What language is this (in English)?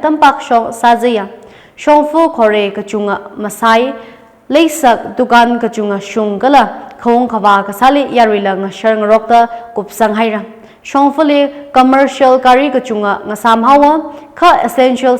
Tangkhul Naga (India)